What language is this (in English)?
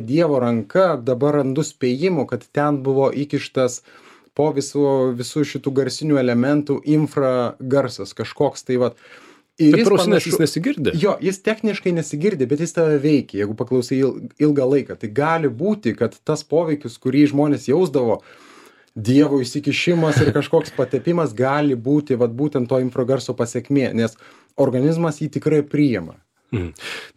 Lithuanian